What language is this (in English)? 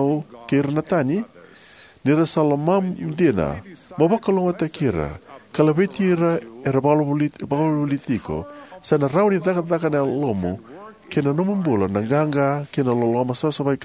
Fijian